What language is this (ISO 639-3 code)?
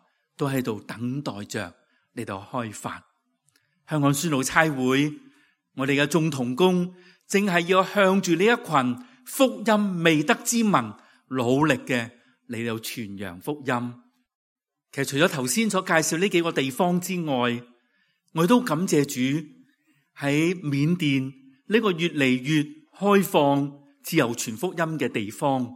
yue